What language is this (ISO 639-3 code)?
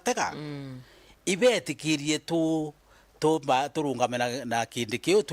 mer